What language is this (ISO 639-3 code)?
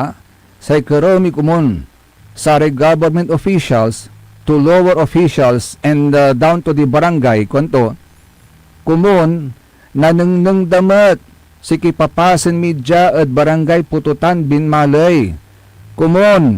pag